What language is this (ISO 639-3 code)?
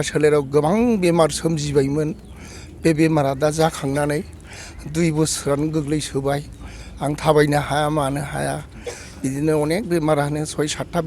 brx